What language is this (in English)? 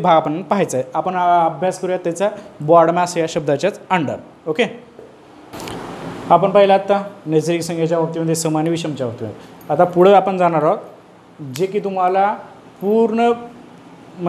Marathi